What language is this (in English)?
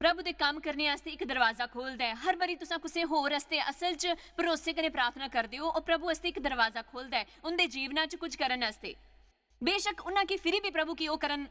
Dogri